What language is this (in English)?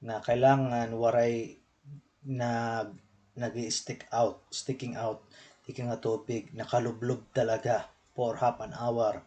Waray